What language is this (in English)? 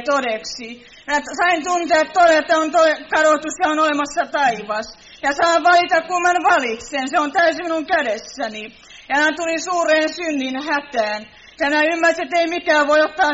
Finnish